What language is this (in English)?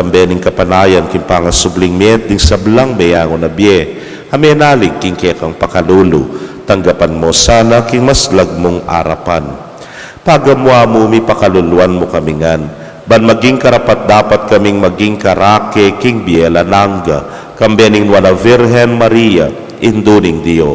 Pampanga